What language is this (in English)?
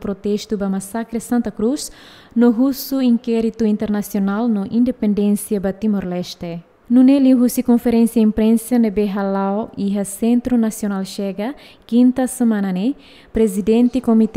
Tetum